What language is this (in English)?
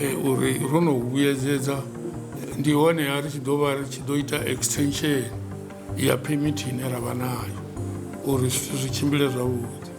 Venda